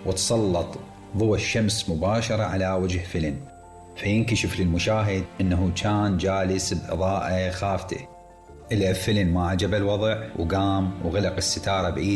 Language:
Mesopotamian Arabic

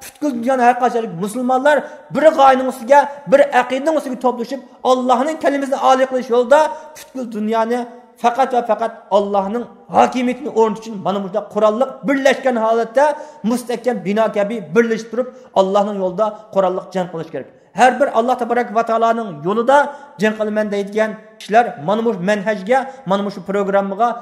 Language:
Uyghur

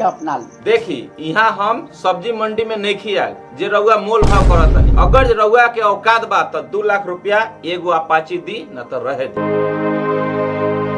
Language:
Bhojpuri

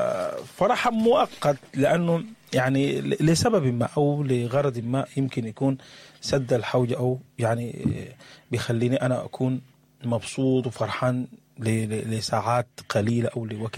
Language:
Sudanese Arabic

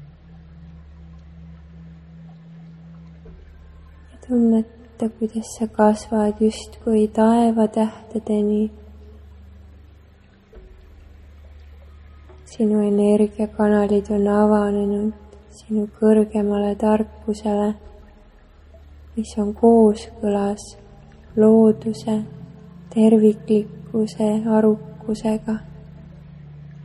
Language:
Estonian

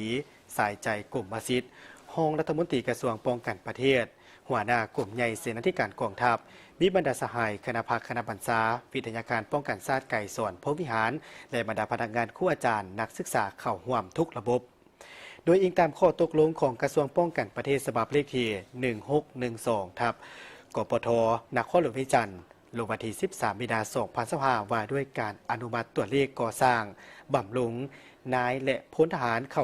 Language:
Lao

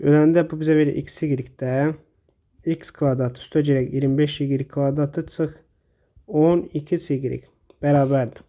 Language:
Azerbaijani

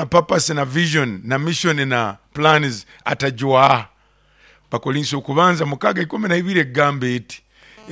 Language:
Nyoro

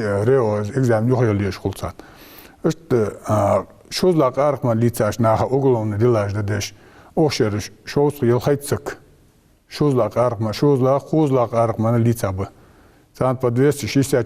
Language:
Ingush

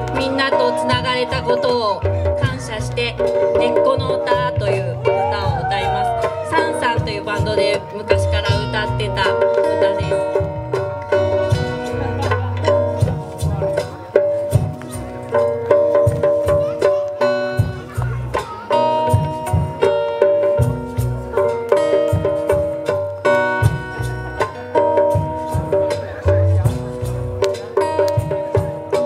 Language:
Japanese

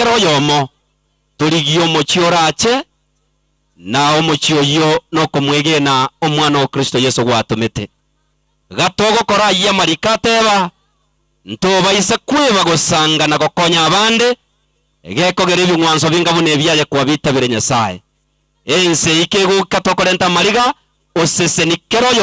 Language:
Gusii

